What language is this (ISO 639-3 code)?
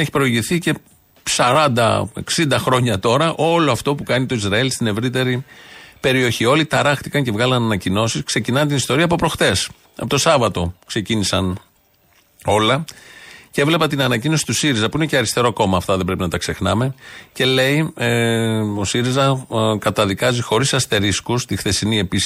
ell